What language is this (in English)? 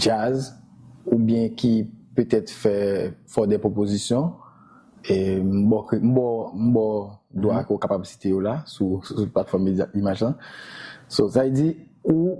Haitian Creole